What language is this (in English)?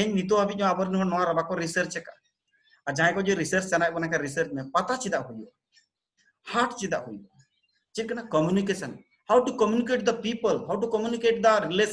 Santali